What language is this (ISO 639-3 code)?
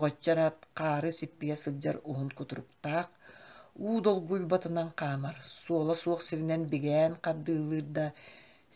sah